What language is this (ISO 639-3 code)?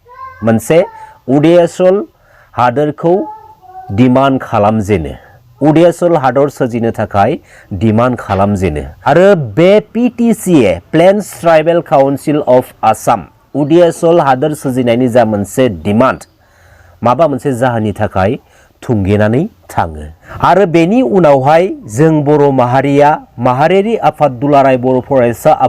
brx